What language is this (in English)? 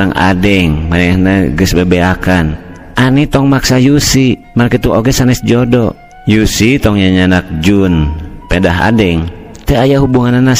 Sundanese